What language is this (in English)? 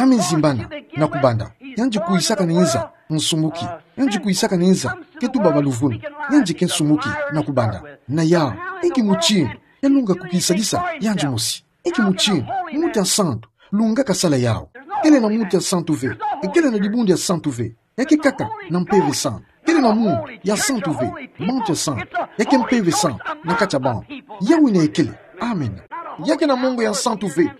Kituba (Democratic Republic of Congo)